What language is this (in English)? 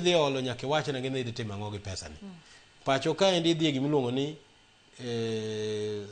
Luo (Kenya and Tanzania)